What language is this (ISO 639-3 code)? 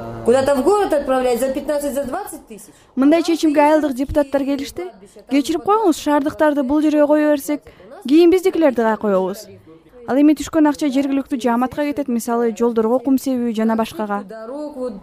kir